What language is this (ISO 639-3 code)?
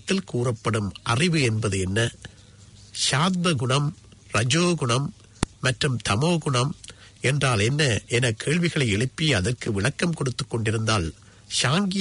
tam